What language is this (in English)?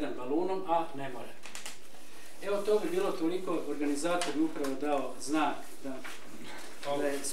Croatian